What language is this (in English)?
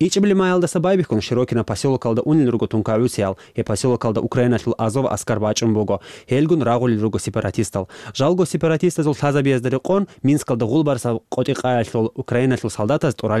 Avaric